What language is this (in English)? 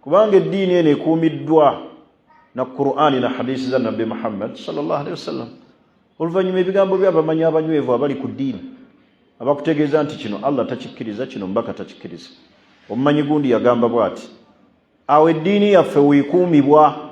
Ganda